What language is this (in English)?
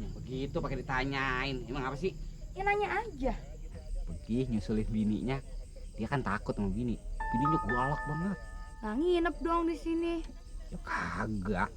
Betawi